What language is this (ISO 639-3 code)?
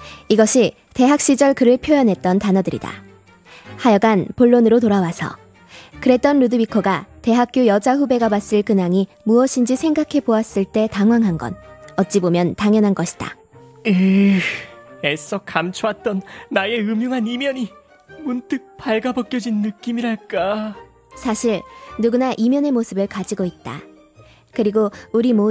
kor